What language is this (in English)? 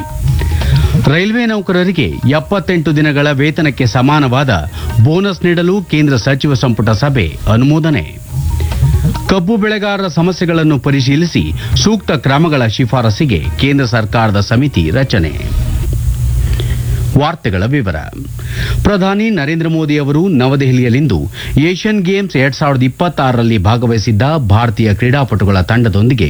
Kannada